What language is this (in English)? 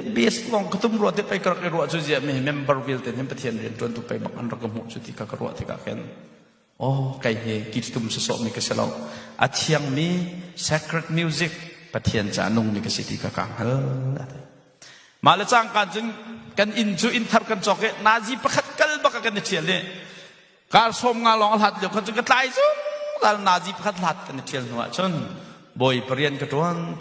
Hakha Chin